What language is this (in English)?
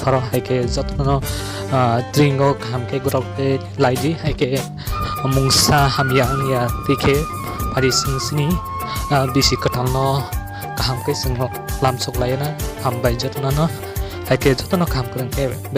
Kok Borok